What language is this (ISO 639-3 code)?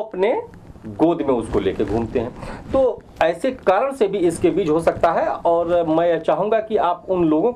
hin